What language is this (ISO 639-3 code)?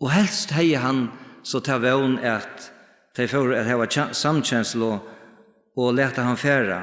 fao